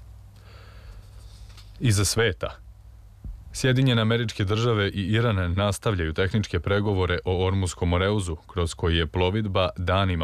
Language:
Serbian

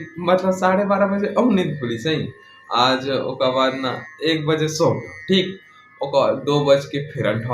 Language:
Chhattisgarhi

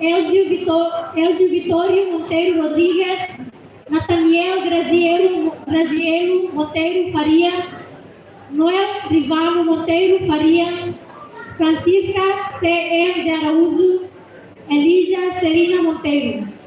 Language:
Tetum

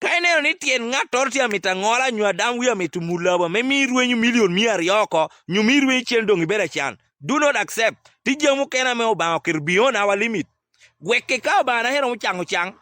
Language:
Acoli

